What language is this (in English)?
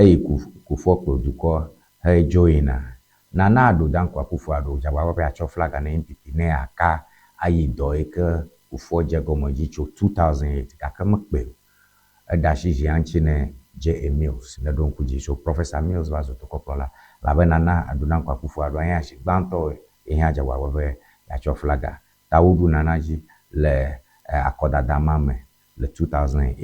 Ewe